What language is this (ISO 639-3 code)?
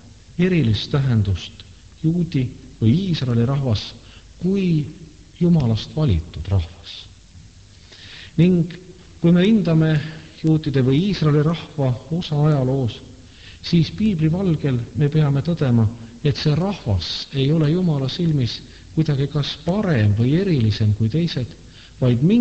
est